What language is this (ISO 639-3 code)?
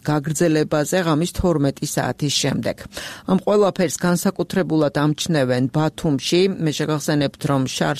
kat